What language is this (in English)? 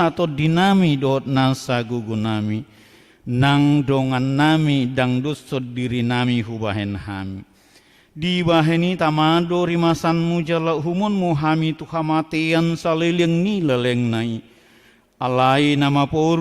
Batak Toba